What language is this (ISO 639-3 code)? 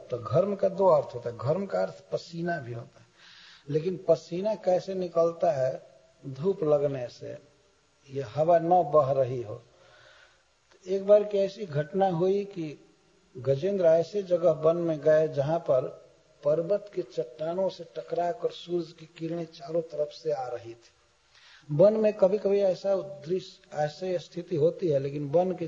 hin